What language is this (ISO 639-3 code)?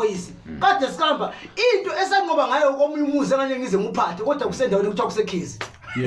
zul